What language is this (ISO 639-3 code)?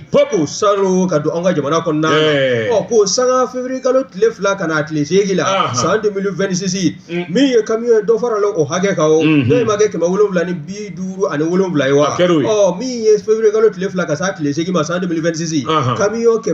bam